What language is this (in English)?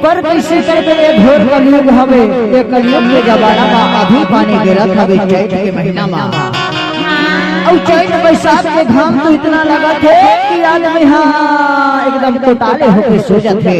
Chhattisgarhi